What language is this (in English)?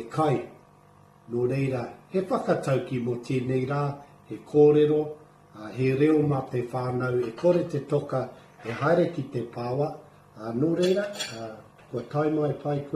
Māori